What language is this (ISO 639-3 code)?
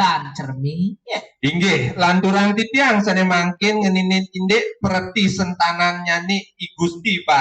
ban